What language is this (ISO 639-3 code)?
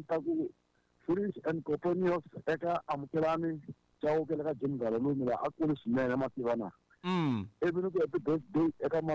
tso